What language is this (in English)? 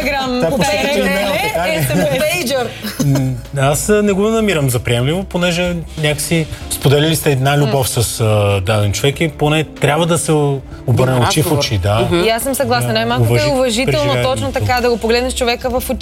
Bulgarian